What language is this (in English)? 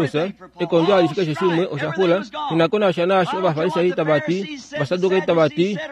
Kuanyama